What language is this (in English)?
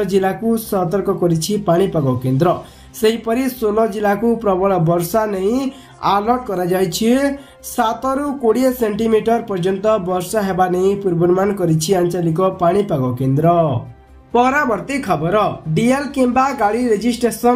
Odia